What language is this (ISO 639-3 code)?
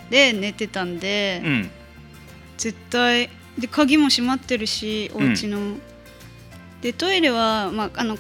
jpn